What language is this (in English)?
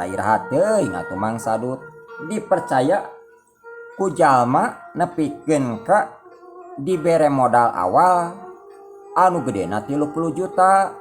Sundanese